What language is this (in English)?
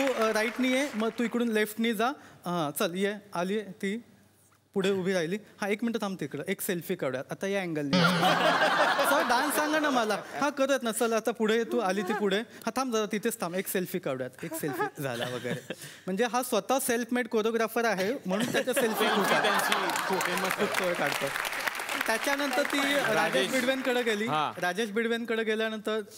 Marathi